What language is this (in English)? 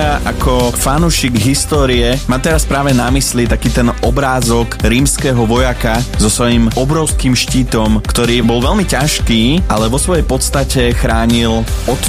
Slovak